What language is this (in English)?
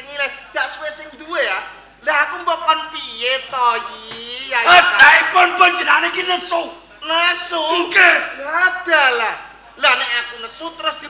Javanese